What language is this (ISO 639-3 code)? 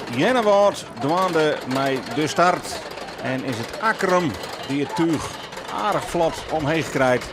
fry